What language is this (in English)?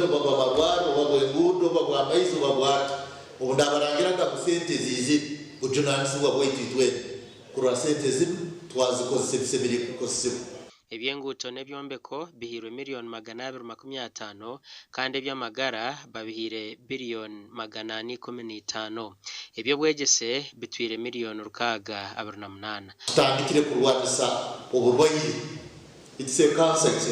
Nyankole